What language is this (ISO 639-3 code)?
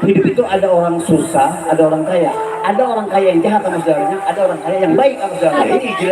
bew